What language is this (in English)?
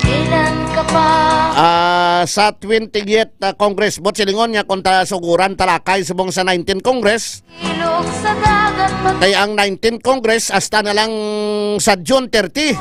Hiligaynon